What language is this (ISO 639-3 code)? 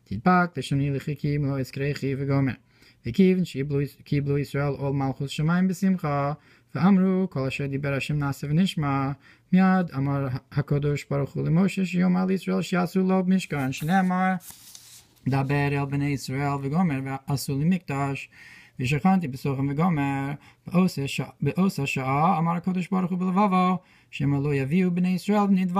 heb